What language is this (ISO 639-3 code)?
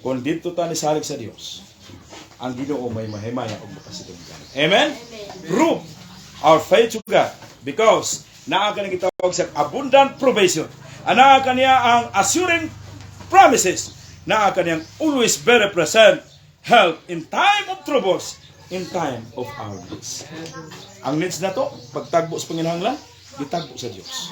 ceb